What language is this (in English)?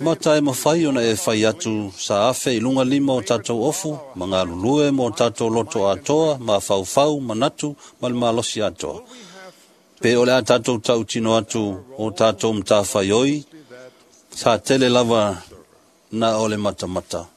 Samoan